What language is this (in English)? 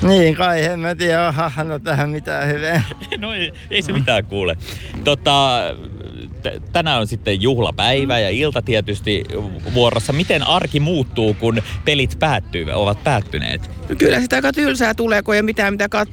Finnish